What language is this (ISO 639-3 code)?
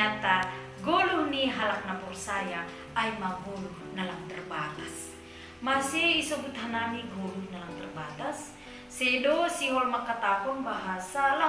bts